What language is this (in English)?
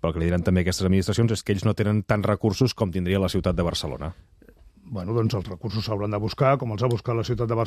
Catalan